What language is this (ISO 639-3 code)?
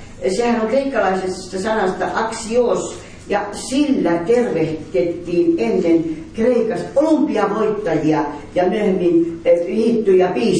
fin